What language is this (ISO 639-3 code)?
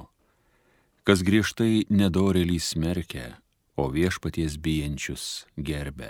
lit